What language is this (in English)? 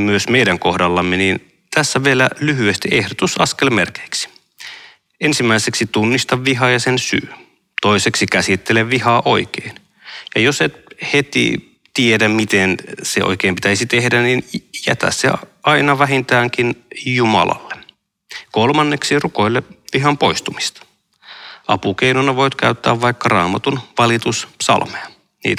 Finnish